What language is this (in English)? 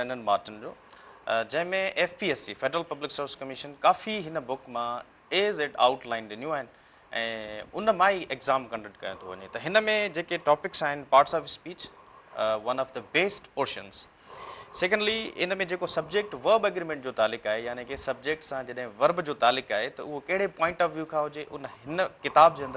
Sindhi